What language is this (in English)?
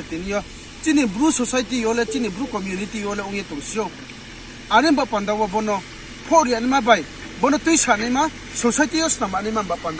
Riang (India)